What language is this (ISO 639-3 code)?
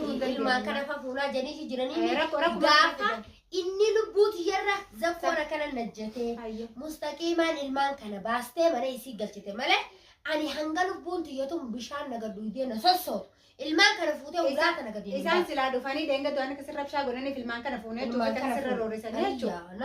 orm